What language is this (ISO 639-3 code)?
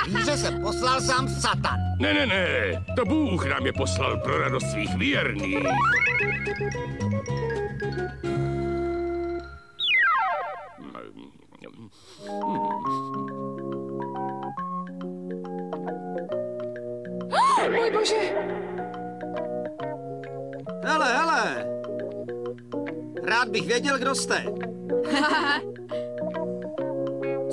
ces